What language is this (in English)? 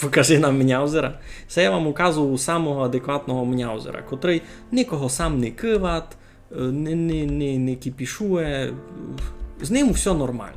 Rusyn